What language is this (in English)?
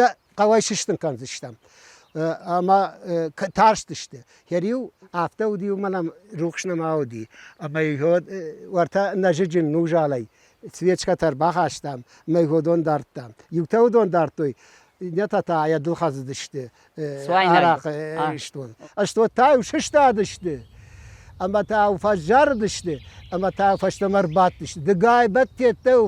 Ossetic